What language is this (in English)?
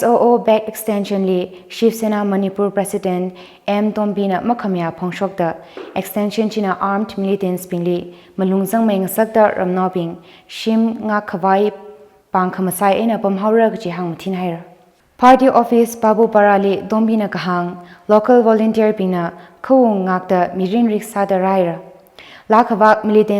Tangkhul Naga (India)